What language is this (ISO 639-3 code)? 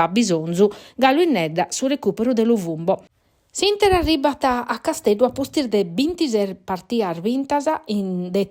srd